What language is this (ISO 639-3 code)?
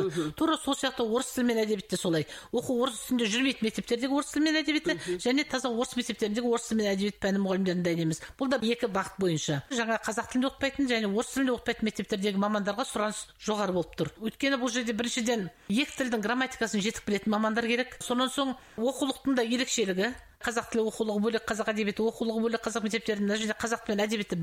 kaz